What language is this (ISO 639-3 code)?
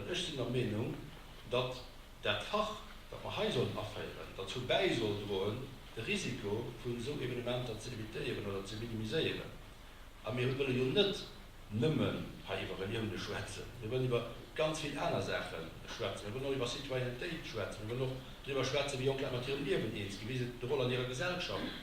ltz